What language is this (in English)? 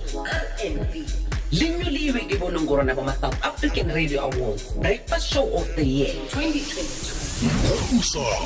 South Ndebele